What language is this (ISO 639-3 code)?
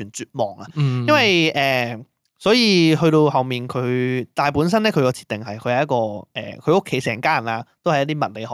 yue